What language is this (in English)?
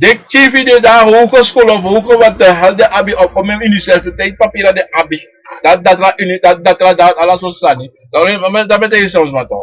Sranan Tongo